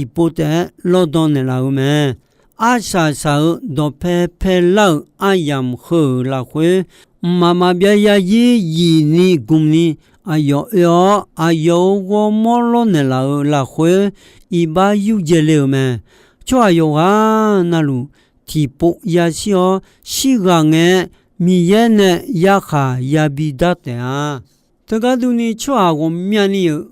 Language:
Akha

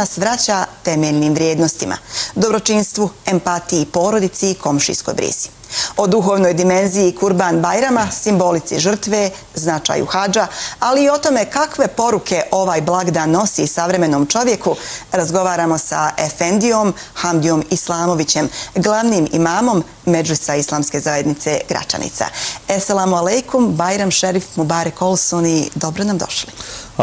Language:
Bosnian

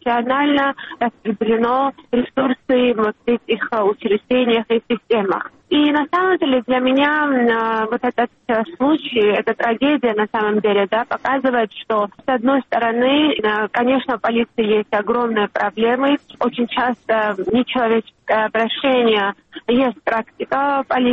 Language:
Russian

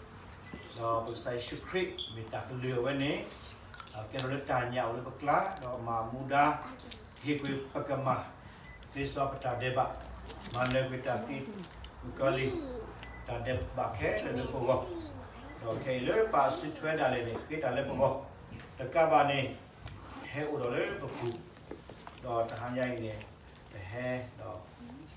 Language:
S'gaw Karen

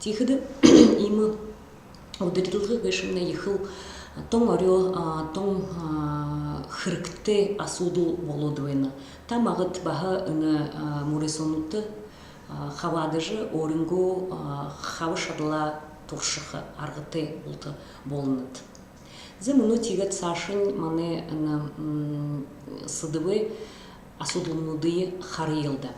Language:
Buriat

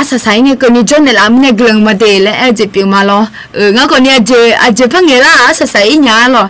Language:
Akha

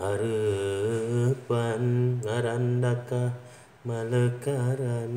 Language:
Sundanese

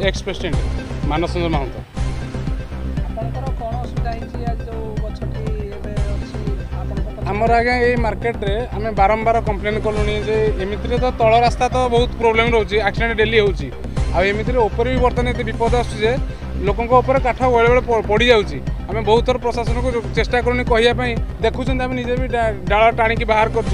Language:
Odia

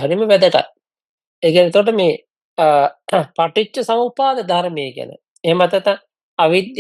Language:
Sinhala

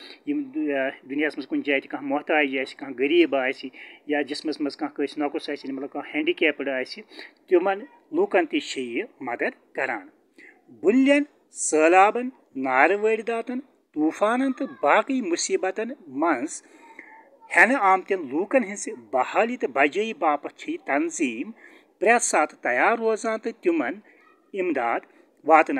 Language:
Kashmiri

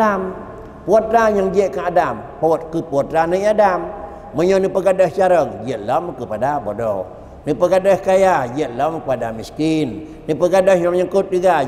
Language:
Achinese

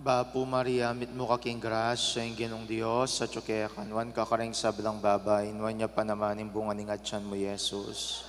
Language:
Pampanga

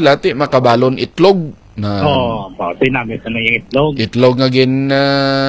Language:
Hiligaynon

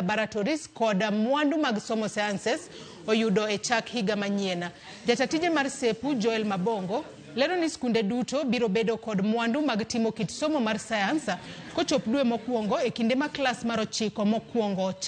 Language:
Luo (Kenya and Tanzania)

